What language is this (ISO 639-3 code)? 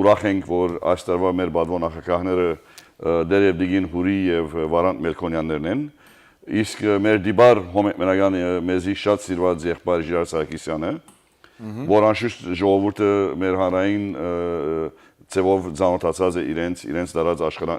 hyw